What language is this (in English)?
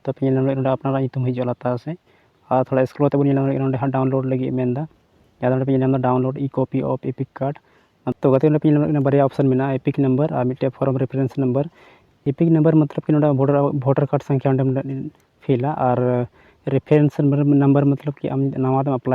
Santali